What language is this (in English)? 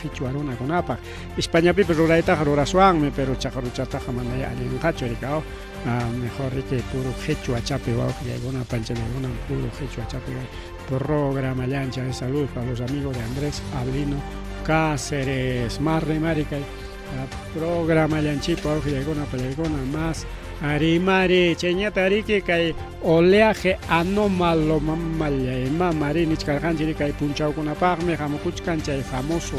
Ayacucho Quechua